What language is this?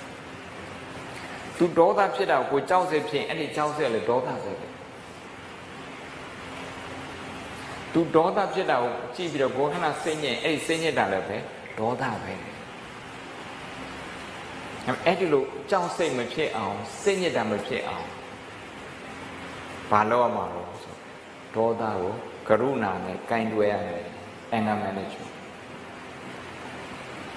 Burmese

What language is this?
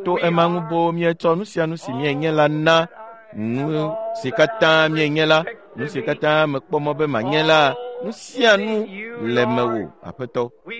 Ewe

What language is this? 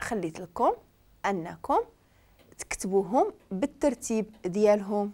Moroccan Arabic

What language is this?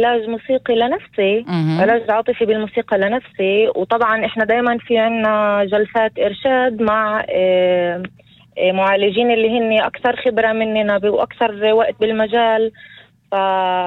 North Levantine Arabic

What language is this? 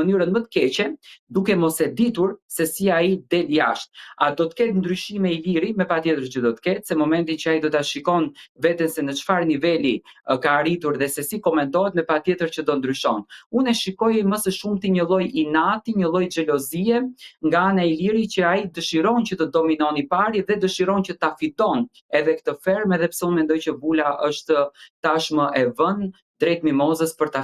Albanian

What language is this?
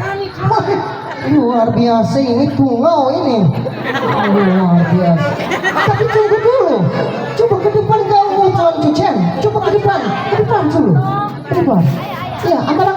Banjar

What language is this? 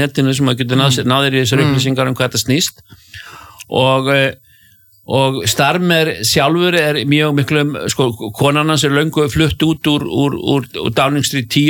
Icelandic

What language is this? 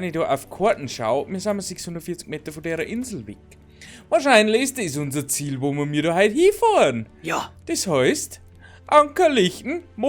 Bavarian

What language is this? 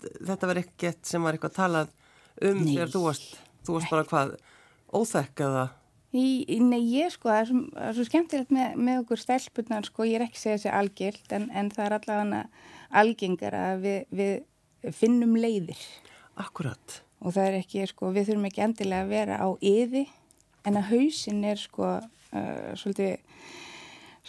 Icelandic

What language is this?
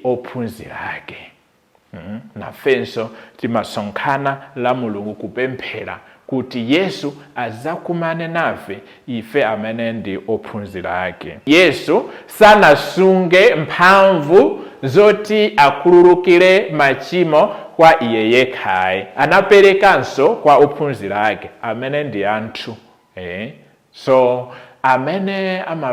Nyanja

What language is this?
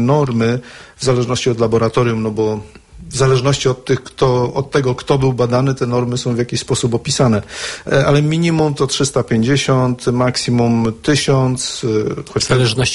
Polish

